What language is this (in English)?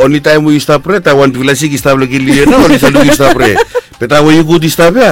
Bislama